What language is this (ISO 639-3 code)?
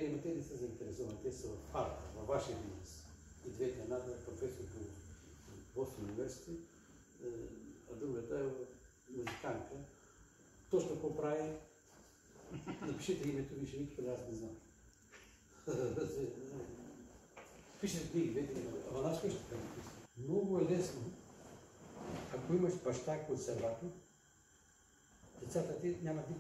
bul